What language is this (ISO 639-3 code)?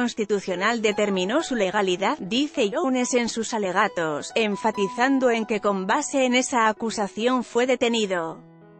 spa